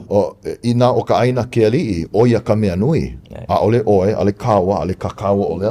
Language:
Hawaiian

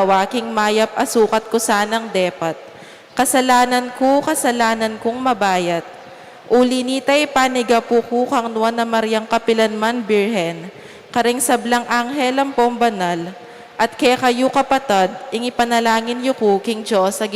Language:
Pampanga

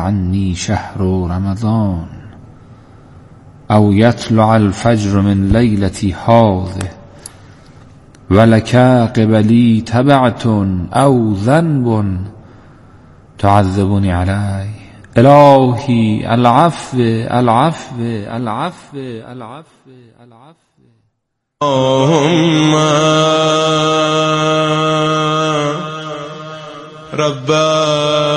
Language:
Persian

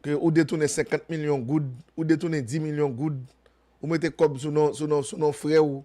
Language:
Haitian Creole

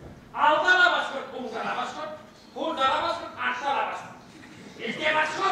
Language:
Bashkir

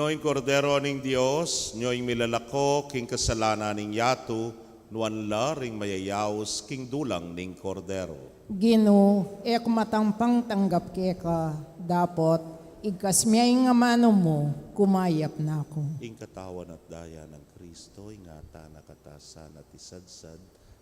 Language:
Pampanga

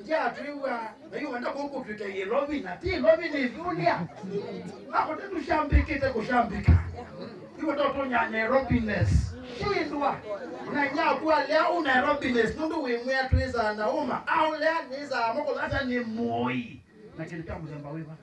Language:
Kamba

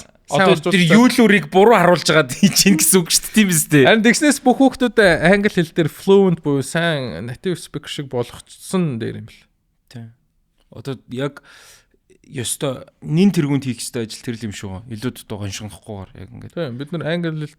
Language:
Mongolian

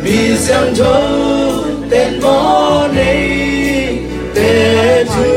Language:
Tedim Chin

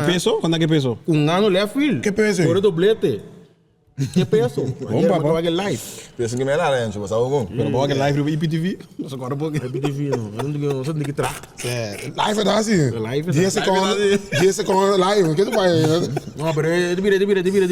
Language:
Papiamento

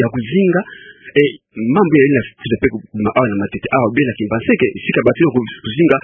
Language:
Kituba (Democratic Republic of Congo)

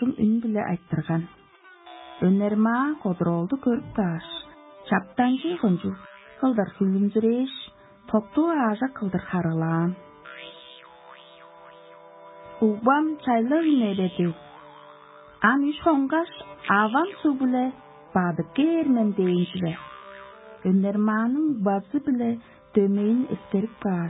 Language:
Tuvinian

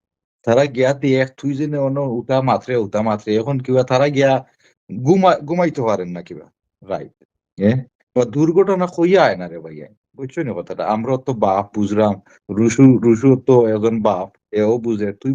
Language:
Sylheti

